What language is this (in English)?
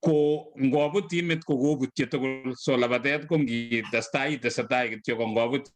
Kalenjin